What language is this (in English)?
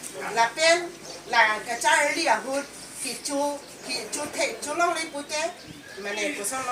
Karbi